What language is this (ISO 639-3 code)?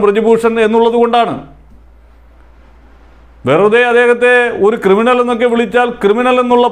mal